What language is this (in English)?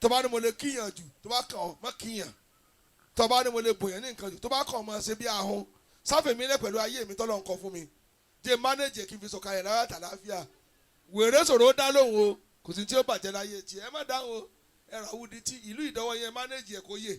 Yoruba